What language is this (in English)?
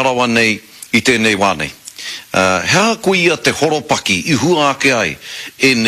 Māori